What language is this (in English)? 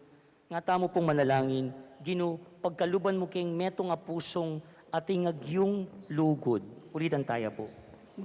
Pampanga